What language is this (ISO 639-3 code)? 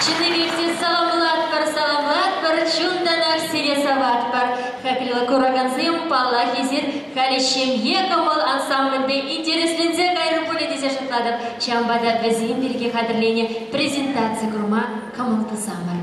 chv